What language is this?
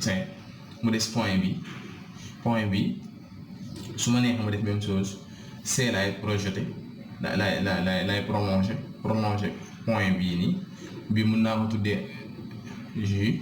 Wolof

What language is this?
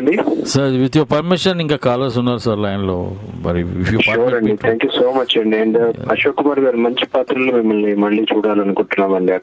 Telugu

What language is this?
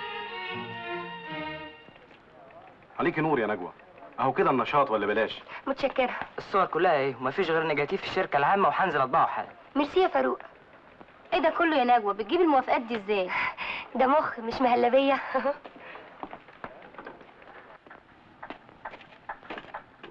Egyptian Arabic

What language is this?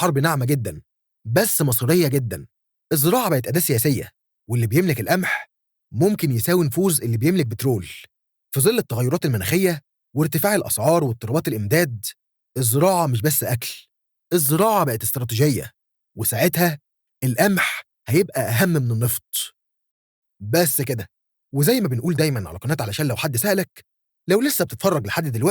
Egyptian Arabic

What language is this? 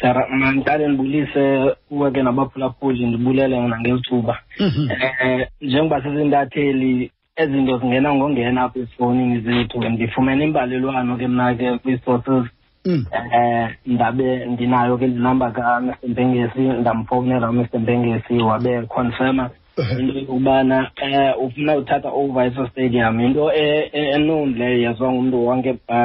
Xhosa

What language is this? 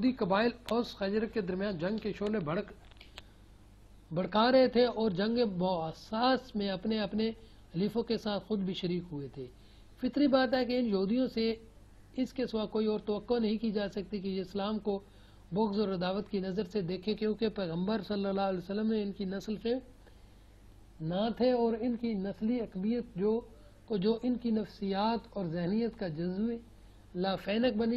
Urdu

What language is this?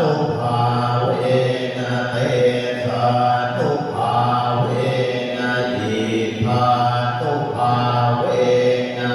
Pali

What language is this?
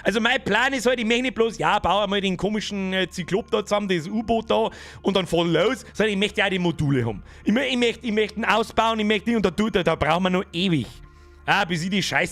Bavarian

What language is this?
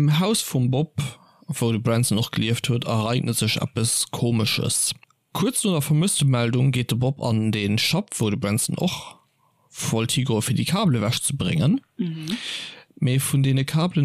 Luxembourgish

